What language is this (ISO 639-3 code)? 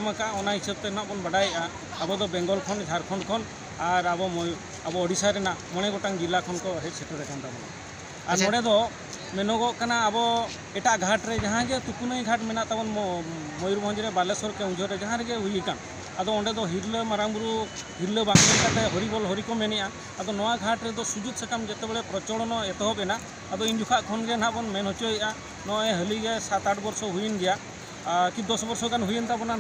sat